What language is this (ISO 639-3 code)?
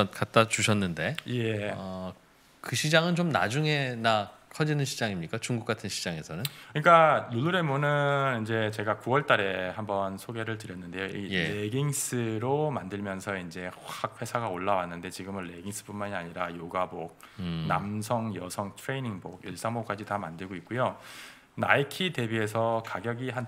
kor